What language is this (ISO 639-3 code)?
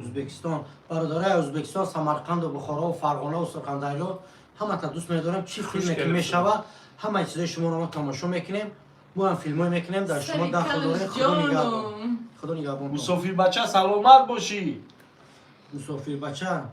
tgk